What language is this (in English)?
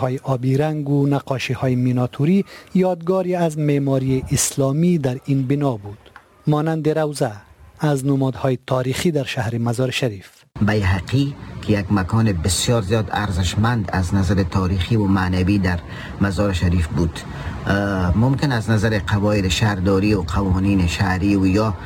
Persian